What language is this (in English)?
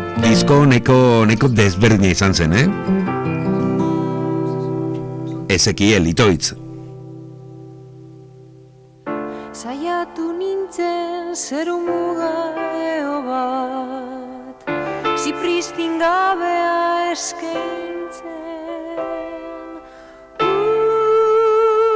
Basque